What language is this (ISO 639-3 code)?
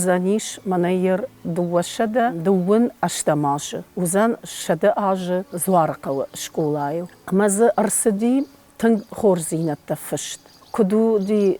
oss